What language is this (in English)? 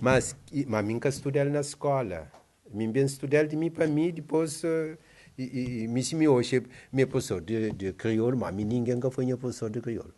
Kabuverdianu